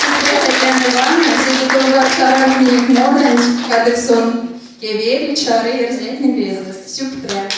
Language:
Erzya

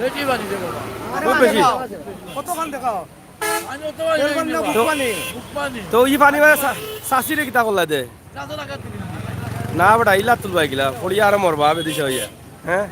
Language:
Sylheti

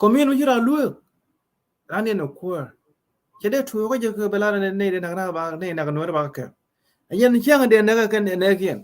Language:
Nuer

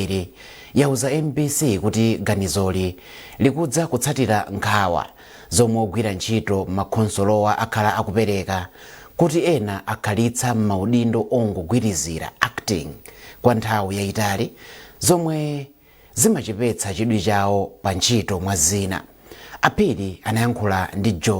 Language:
Nyanja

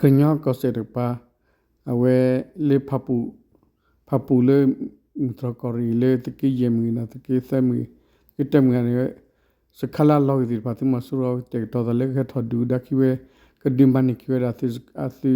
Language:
S'gaw Karen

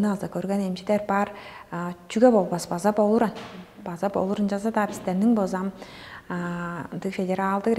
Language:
Tuvinian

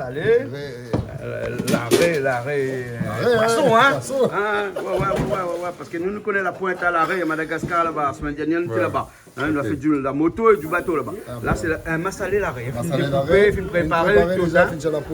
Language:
Réunion Creole French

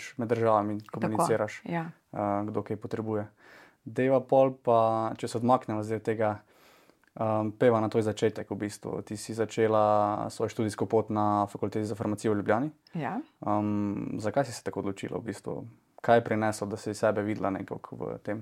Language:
Slovenian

